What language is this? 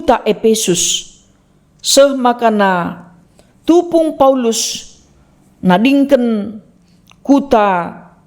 Batak Karo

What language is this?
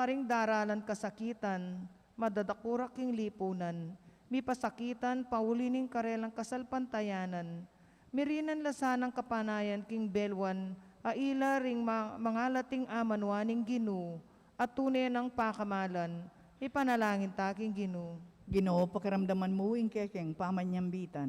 Pampanga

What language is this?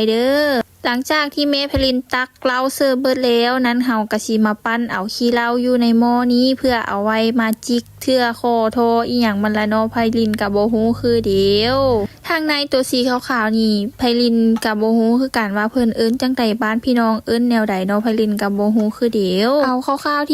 Lao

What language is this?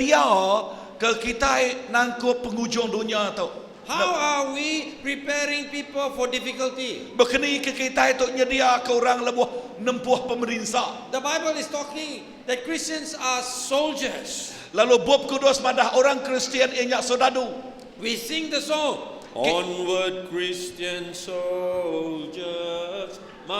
Iban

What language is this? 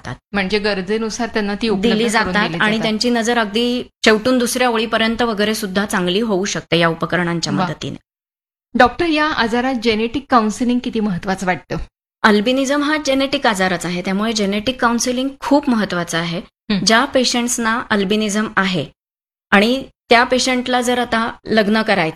Marathi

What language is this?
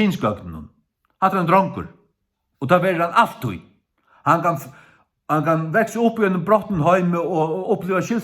Faroese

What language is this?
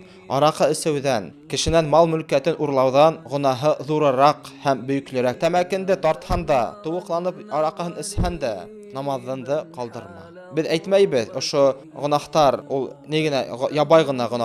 Bashkir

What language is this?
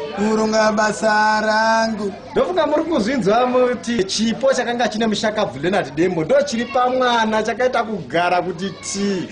Shona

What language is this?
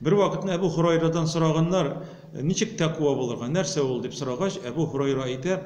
Tatar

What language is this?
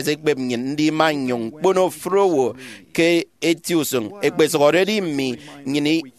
Efik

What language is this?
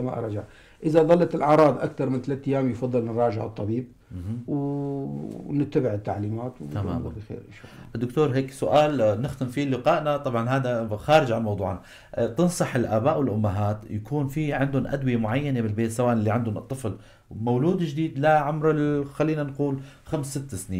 North Levantine Arabic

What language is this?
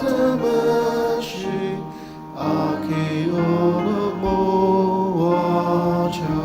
Ao Naga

